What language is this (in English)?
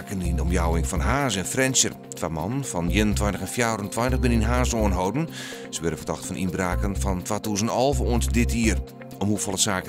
Western Frisian